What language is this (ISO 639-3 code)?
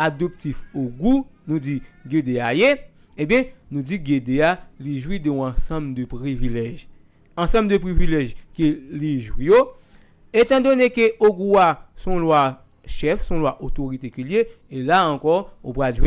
hat